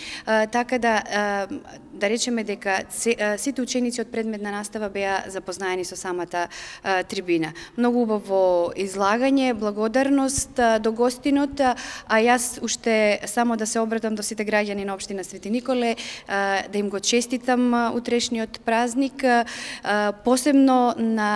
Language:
Macedonian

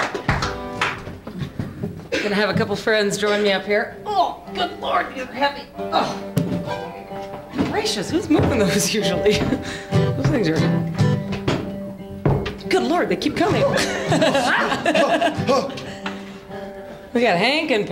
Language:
English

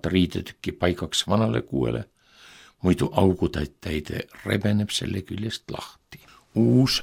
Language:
Estonian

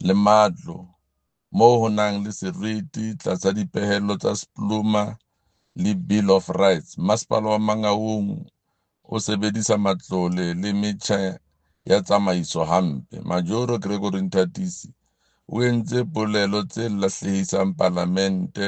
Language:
Southern Sotho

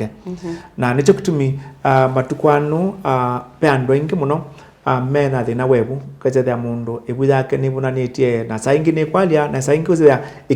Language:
Kamba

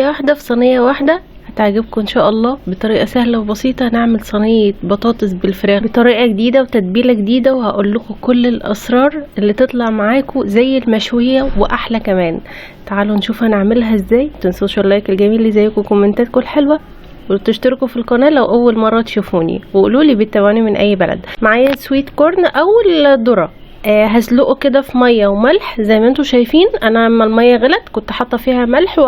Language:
Egyptian Arabic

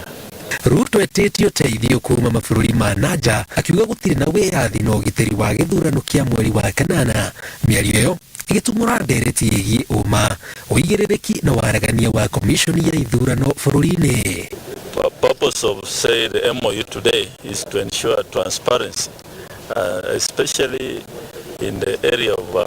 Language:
Kikuyu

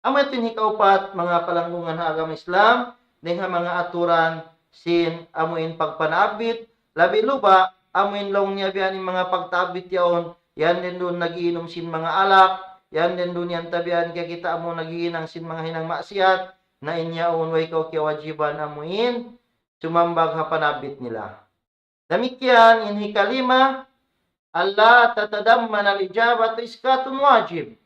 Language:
Tausug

